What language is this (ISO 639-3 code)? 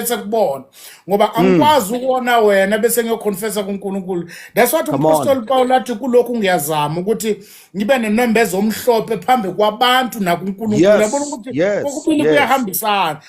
zul